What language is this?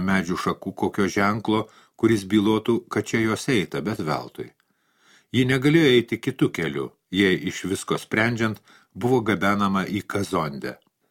Lithuanian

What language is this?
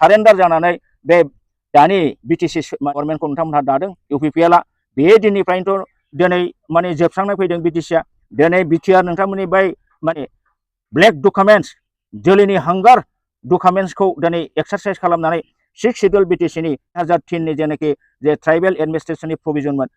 Bodo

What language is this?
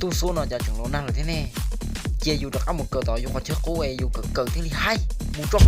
Hmong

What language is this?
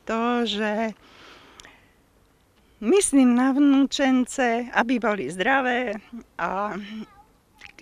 Slovak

